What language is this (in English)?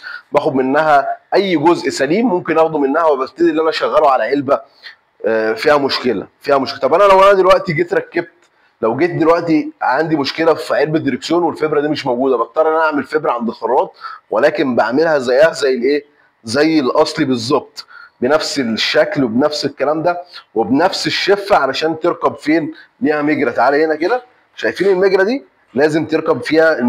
Egyptian Arabic